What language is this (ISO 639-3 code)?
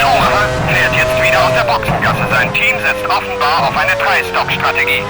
bar